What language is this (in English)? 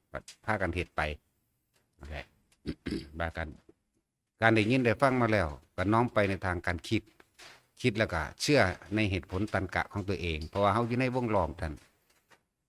Northeastern Thai